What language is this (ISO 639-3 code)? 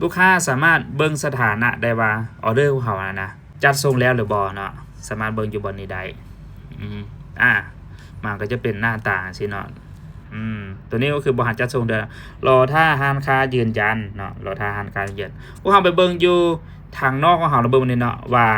lao